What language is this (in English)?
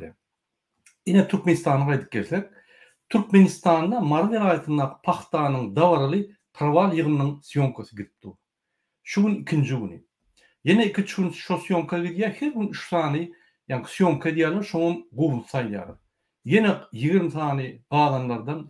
Turkmen